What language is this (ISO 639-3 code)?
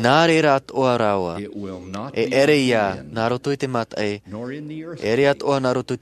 tah